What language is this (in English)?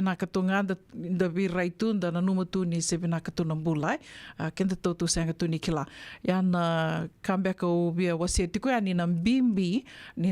Fijian